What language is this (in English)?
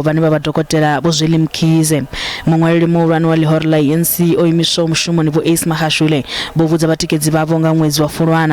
Venda